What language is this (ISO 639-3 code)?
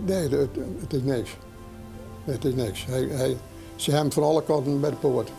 fry